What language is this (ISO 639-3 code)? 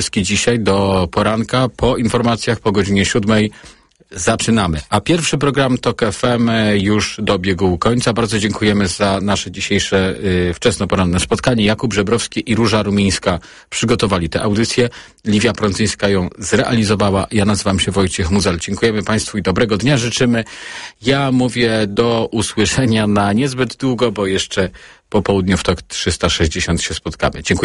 pol